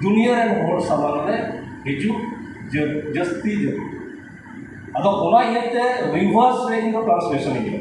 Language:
Santali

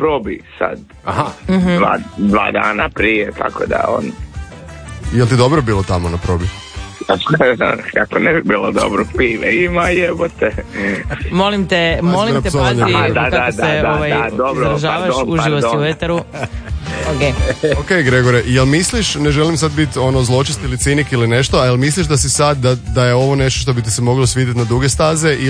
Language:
Croatian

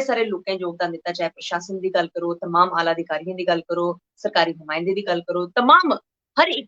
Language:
Dogri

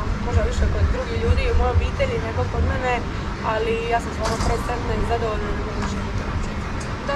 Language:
Croatian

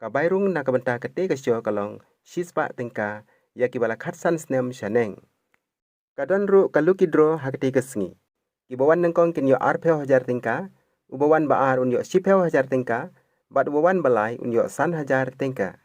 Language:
Khasi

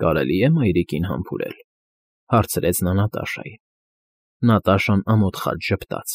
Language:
Armenian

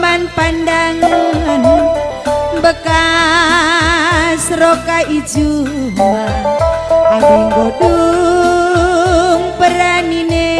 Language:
Batak Karo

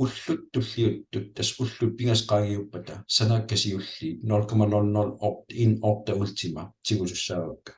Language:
Kalaallisut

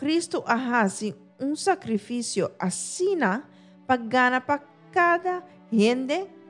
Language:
Papiamento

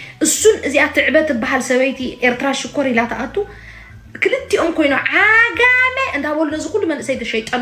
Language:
Tigrinya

